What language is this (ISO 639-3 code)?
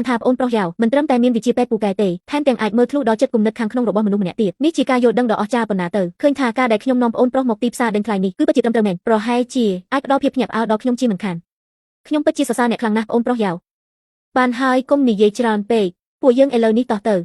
khm